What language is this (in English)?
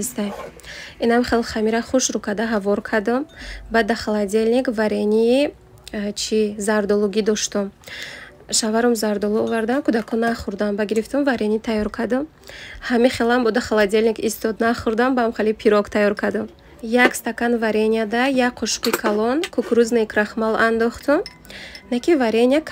Tajik